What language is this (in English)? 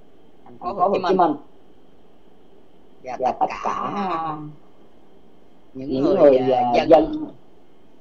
Vietnamese